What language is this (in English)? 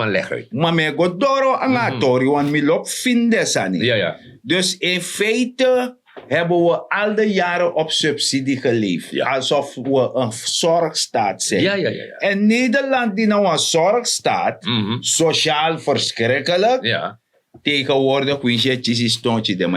Sranan Tongo